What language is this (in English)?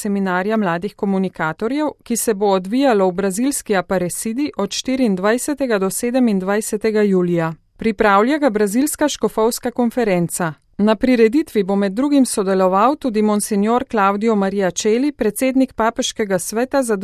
Slovenian